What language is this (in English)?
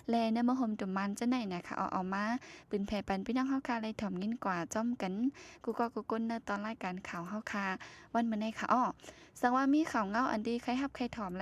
Shan